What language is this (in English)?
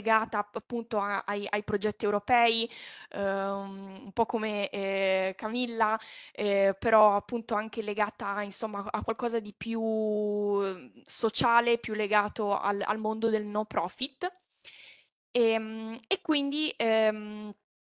Italian